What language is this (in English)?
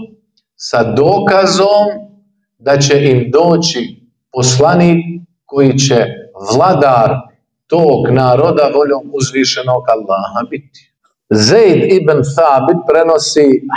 Bosnian